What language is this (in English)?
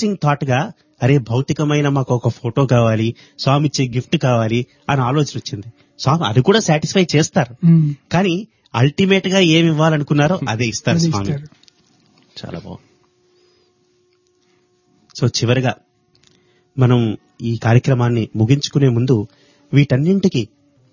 Telugu